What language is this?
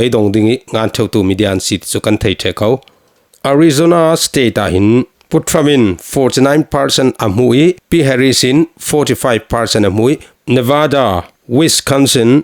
Falam Chin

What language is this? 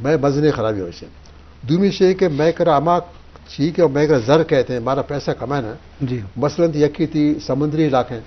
Eastern Balochi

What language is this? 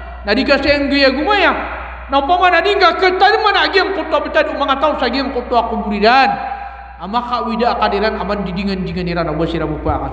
Maranao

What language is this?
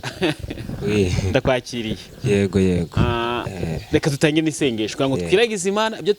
Kinyarwanda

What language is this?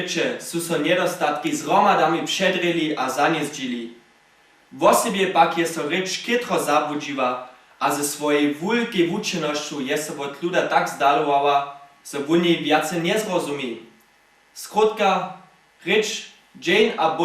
Upper Sorbian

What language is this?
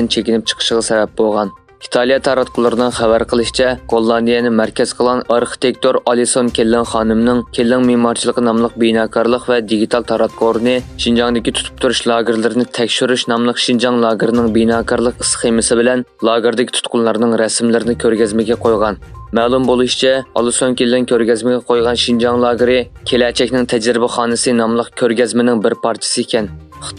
Uyghur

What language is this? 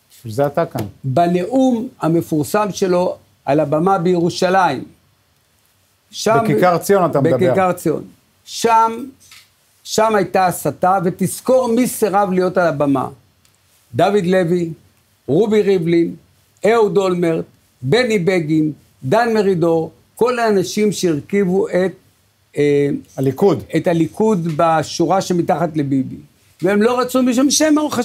Hebrew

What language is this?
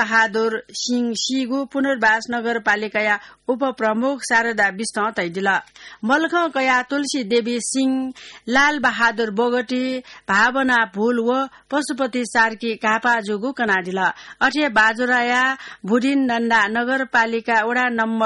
Newari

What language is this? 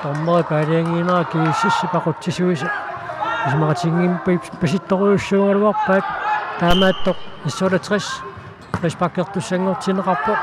Kalaallisut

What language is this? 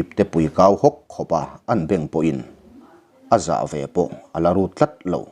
Mizo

